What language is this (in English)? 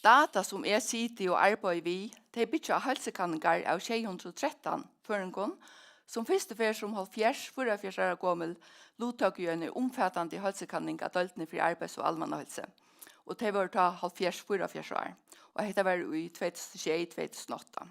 Faroese